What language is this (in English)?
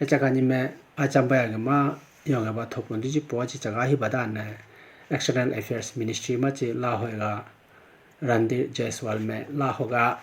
Idu-Mishmi